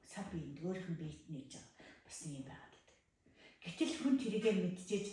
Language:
Mongolian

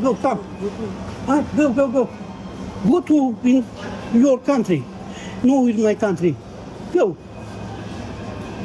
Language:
Romanian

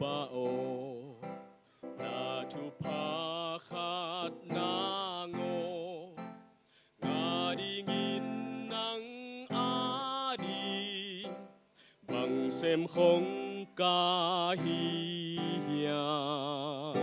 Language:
Tedim Chin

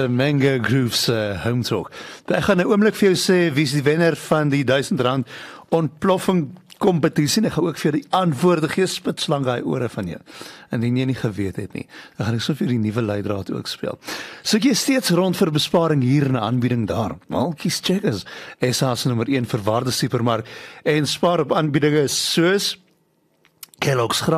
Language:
Afrikaans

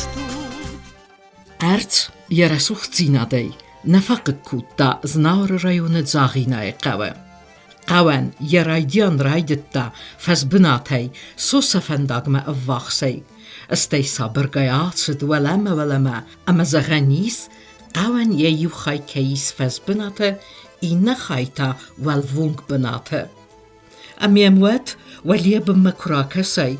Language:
Ossetic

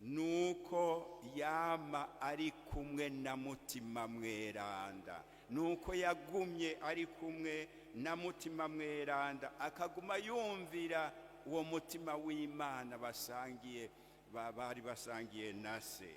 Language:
Rundi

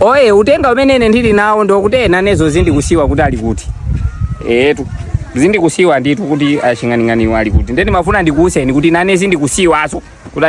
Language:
Nyanja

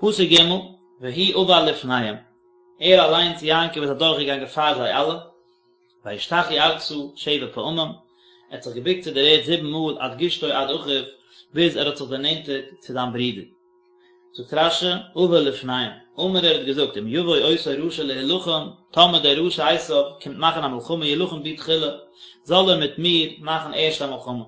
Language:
Yiddish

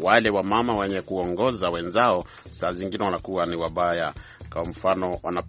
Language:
Swahili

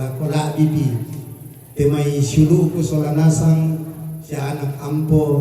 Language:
Toraja-Sa'dan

